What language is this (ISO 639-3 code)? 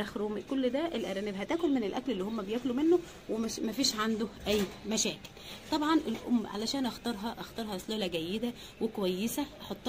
arz